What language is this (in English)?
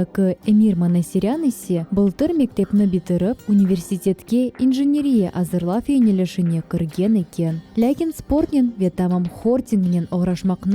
Crimean Tatar